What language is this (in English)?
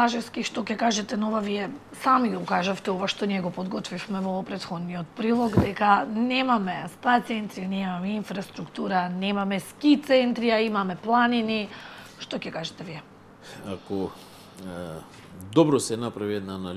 Macedonian